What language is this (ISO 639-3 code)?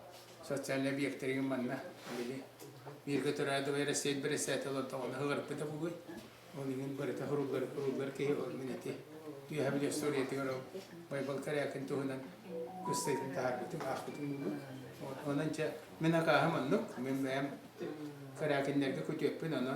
sah